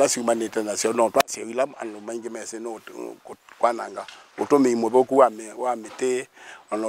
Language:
Kamba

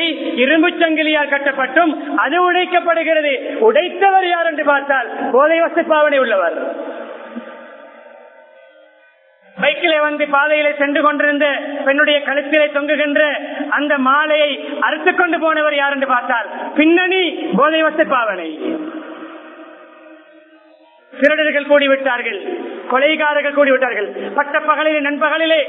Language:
Tamil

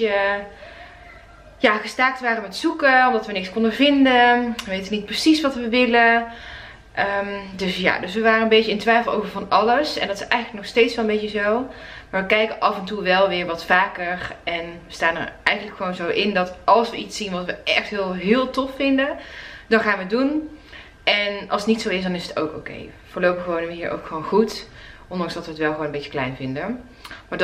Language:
Dutch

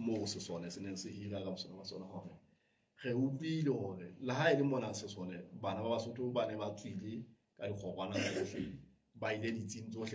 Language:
Southern Sotho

